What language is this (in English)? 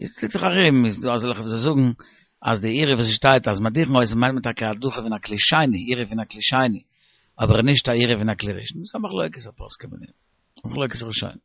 Yiddish